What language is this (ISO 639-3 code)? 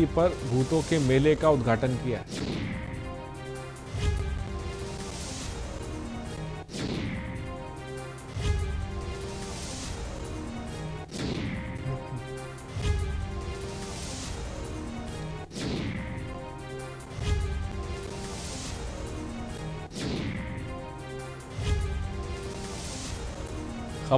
hin